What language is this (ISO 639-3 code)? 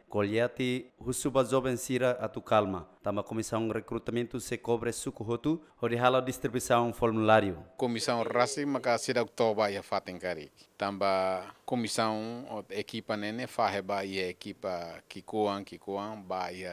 tet